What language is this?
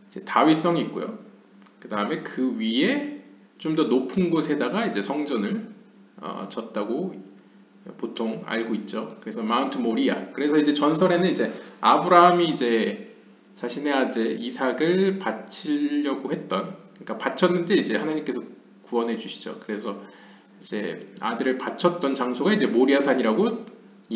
Korean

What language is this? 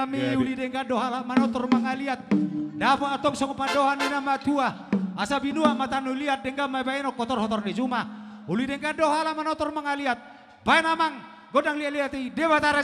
Batak Toba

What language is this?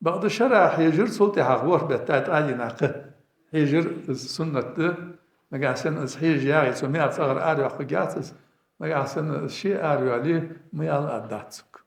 Ingush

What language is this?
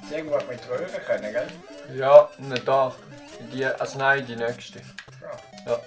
Swiss German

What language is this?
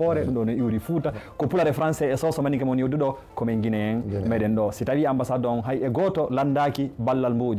Fula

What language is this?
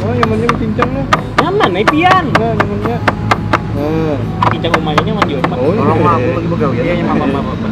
Banjar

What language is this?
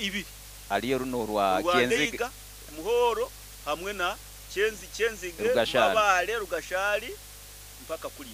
Nyankole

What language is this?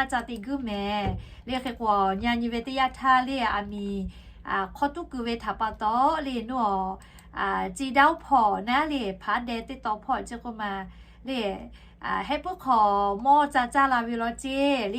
Lahu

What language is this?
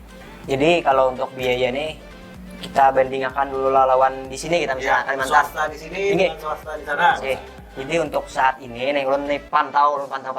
Banjar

